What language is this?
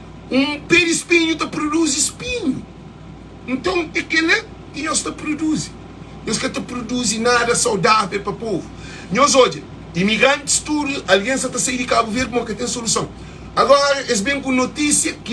Kabuverdianu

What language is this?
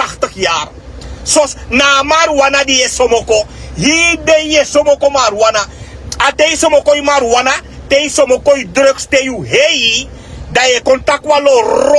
Sranan Tongo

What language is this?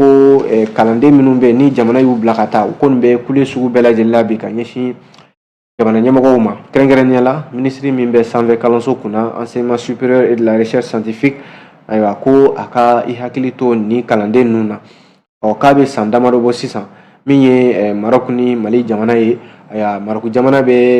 Bambara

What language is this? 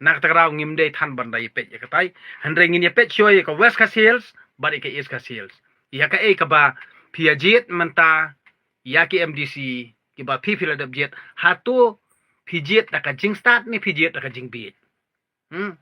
Khasi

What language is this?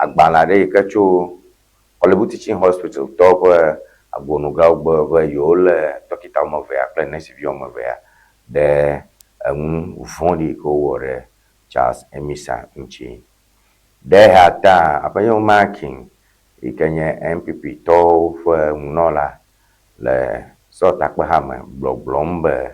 Ewe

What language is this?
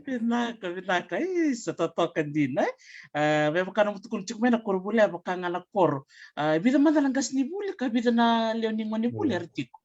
Fijian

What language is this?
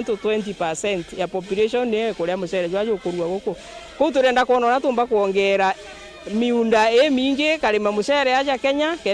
Meru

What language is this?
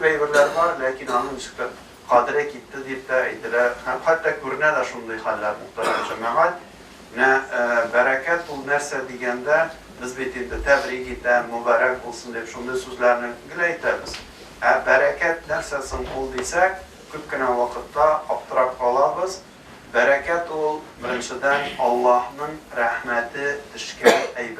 Tatar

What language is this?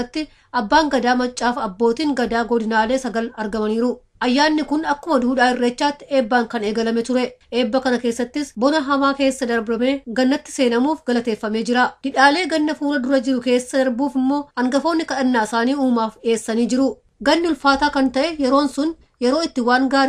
Oromo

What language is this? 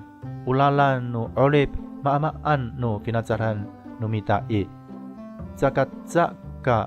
Amis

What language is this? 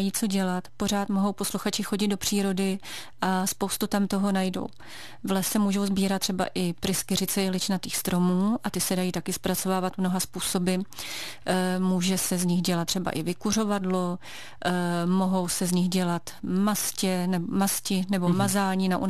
Czech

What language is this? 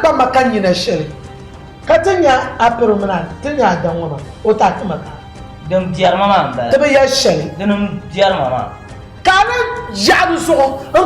Dagbani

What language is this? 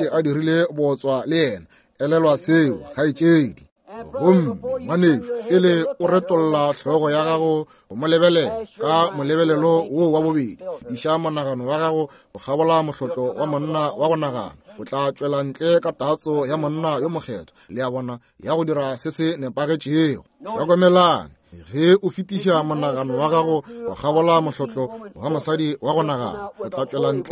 Northern Sotho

